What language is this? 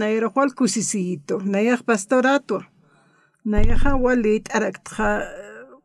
Aymara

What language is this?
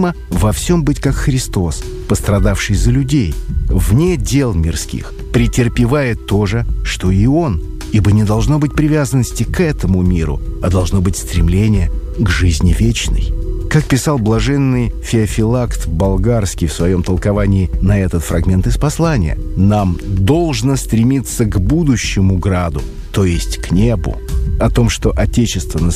Russian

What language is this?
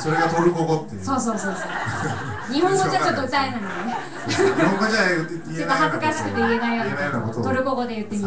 Japanese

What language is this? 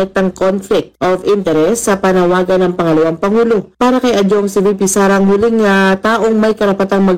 Filipino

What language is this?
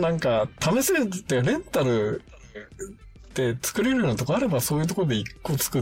Japanese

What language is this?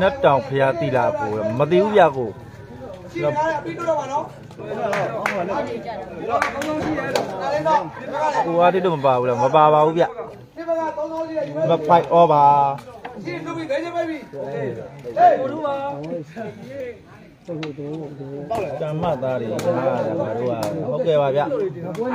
Burmese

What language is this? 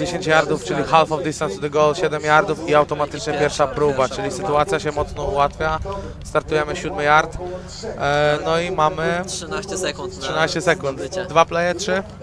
Polish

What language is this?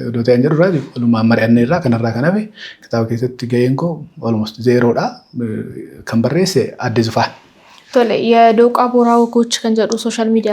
Oromo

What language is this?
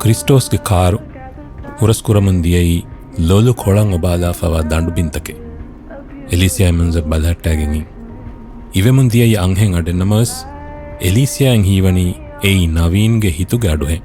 Divehi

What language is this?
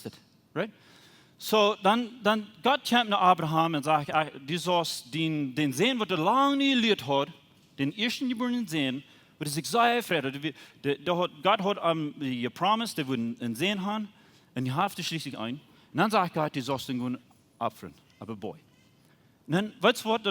Plautdietsch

